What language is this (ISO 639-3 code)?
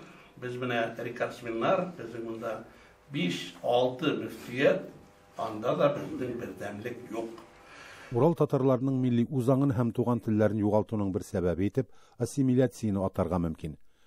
tat